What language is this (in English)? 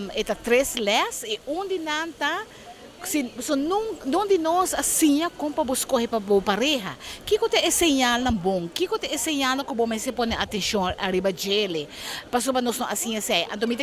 Papiamento